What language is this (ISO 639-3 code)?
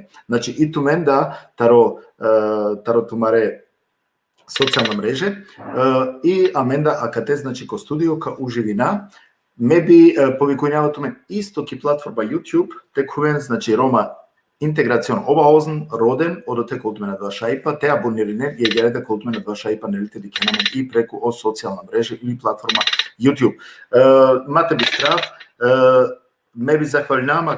rmn